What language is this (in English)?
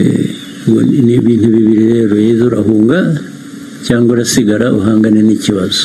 Kinyarwanda